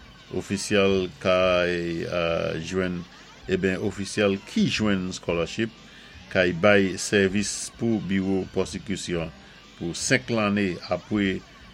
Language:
Saint Lucian Creole French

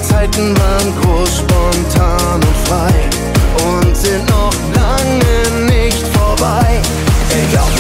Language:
German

